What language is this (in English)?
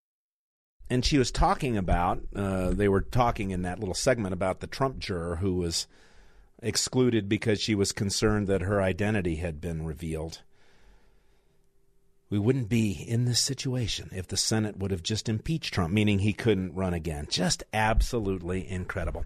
English